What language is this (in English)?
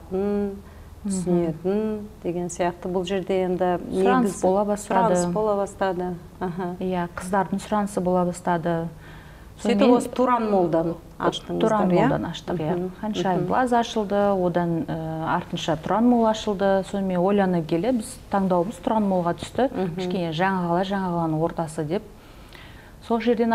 Kazakh